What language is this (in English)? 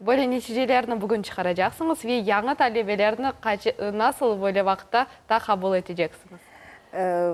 Crimean Tatar